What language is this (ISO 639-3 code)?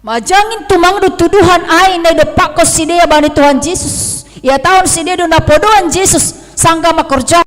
bts